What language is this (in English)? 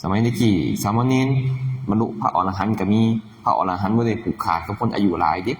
Northeastern Thai